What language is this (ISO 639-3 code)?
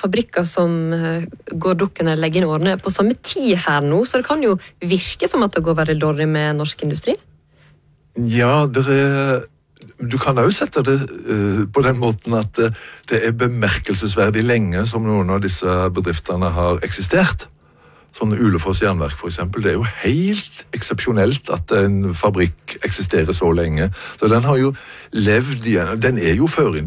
nor